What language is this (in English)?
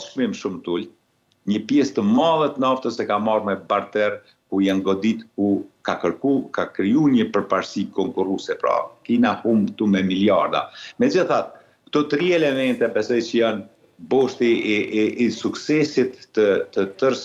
Albanian